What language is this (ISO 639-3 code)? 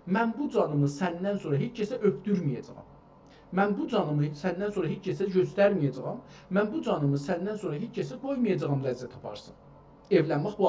azb